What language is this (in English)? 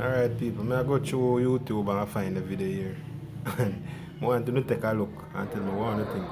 Jamaican Creole English